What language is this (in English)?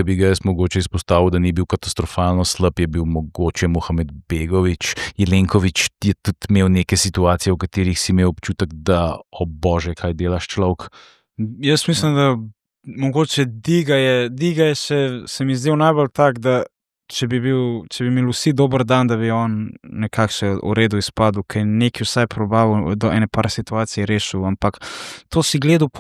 Slovenian